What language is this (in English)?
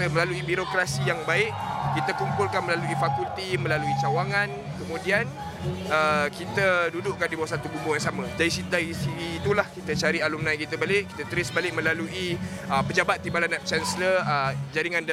Malay